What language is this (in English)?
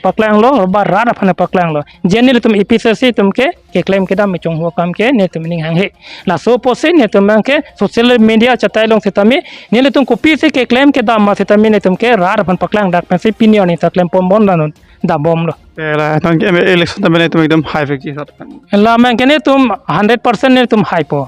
Karbi